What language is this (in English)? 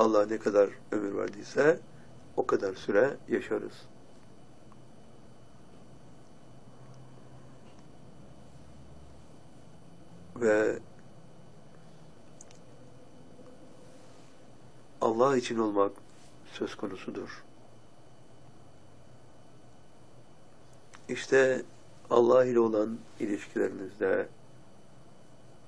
Turkish